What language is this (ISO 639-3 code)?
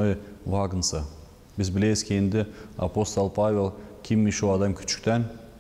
gag